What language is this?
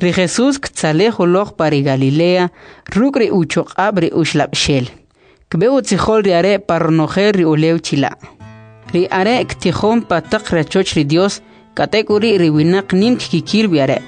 Kʼicheʼ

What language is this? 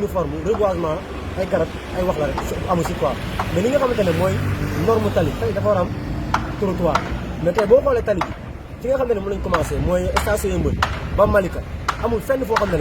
Wolof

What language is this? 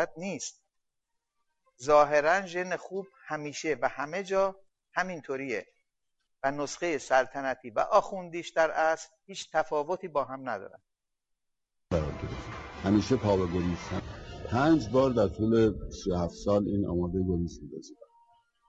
Persian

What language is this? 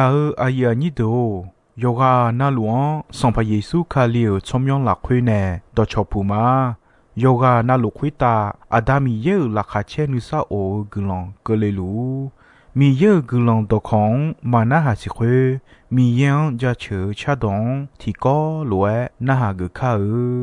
Akha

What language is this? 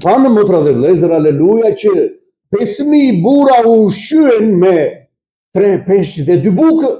Albanian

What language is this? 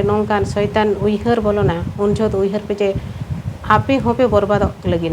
Santali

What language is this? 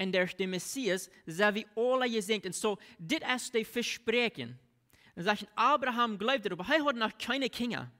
Plautdietsch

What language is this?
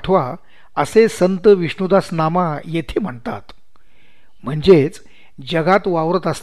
Marathi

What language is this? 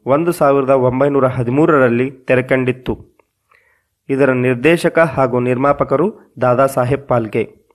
Kannada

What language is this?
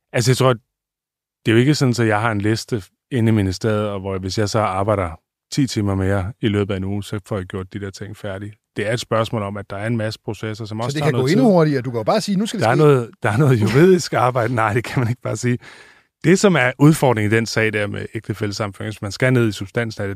Danish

